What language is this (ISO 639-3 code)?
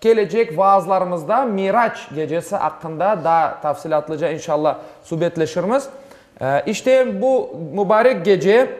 crh